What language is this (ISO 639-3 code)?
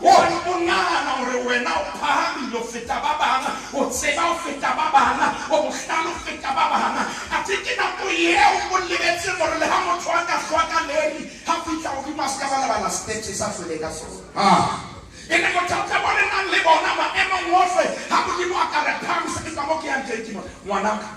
sot